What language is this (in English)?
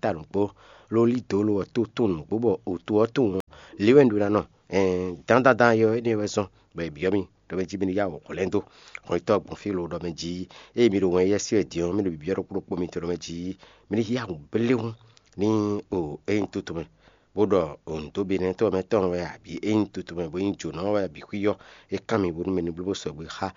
Fon